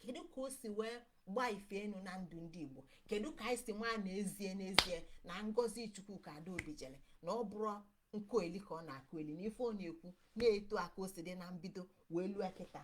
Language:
Igbo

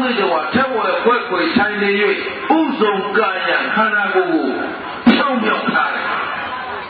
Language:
Burmese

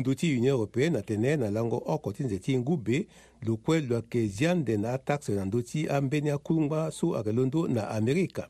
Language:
Sango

